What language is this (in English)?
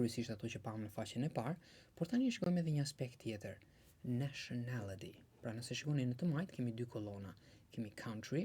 Albanian